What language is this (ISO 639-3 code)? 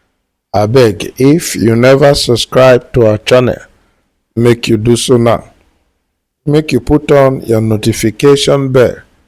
pcm